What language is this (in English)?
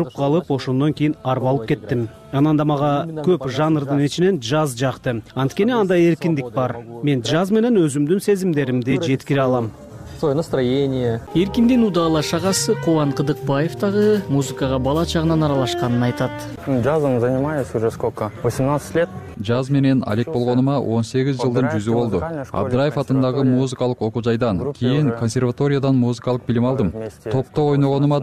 Kyrgyz